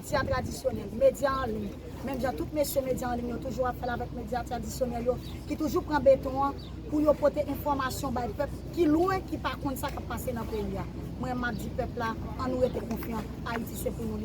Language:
Haitian Creole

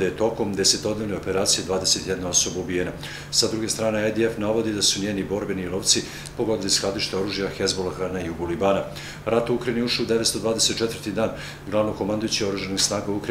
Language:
Serbian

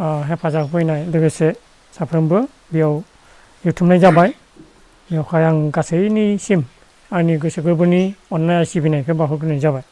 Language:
Bodo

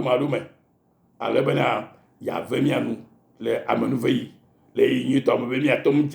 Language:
Ewe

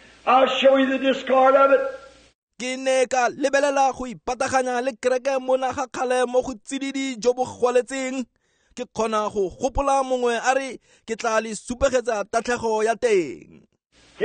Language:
Tswana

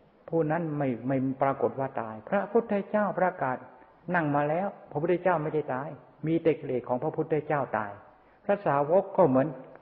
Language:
Thai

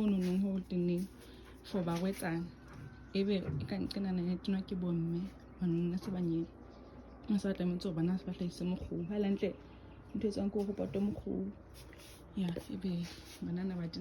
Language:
Southern Sotho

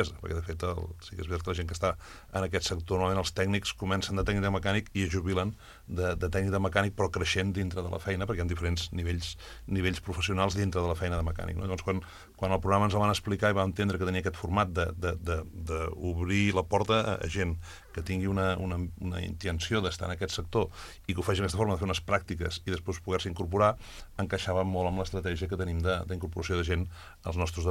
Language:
Catalan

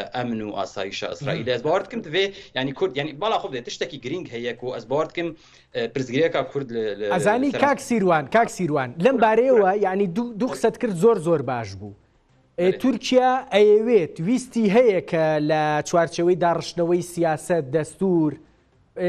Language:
Central Kurdish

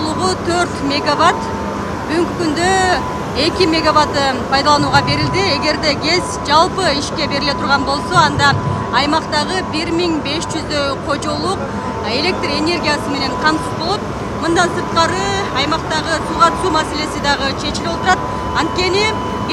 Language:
Kyrgyz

